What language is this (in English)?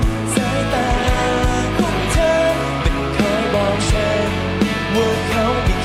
Thai